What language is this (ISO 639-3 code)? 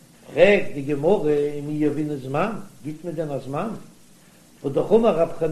yid